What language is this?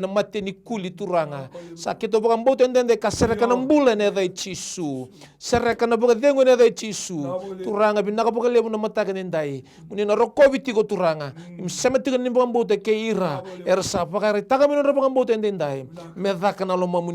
Fijian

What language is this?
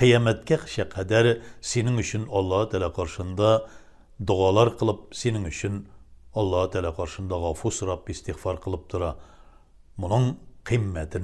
Tatar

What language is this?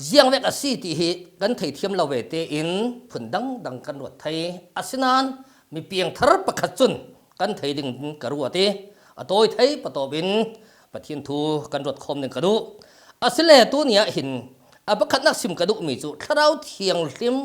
Falam Chin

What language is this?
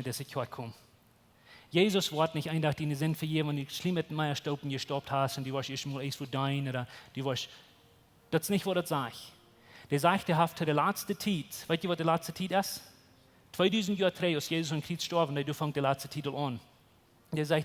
Plautdietsch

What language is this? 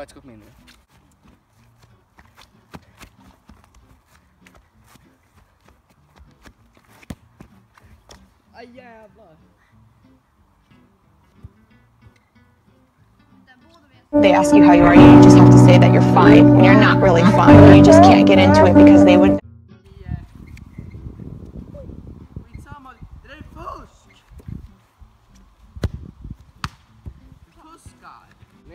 Swedish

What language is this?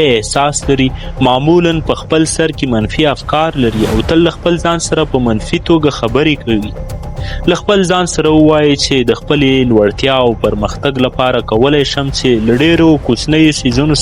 Pashto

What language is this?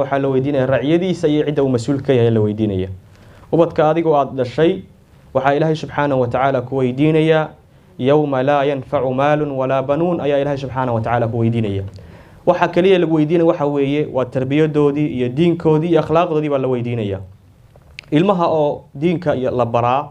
Somali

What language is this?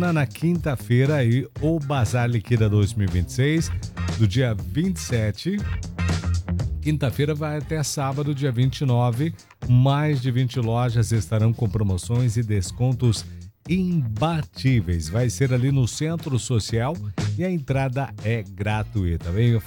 Portuguese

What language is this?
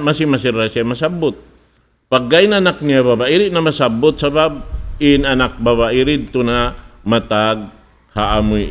Tausug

